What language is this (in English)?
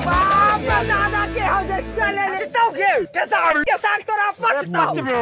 Maithili